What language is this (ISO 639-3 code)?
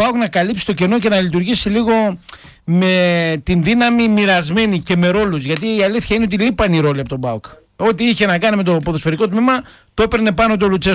ell